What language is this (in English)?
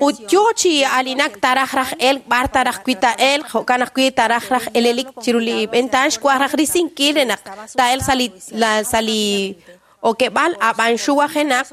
Kekchí